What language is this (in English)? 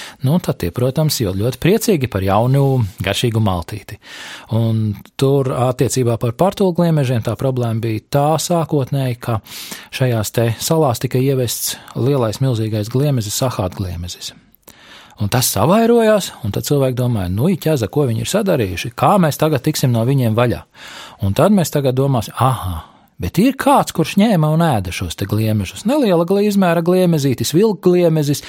Latvian